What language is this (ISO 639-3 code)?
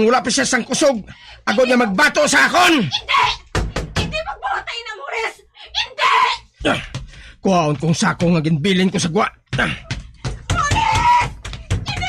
hil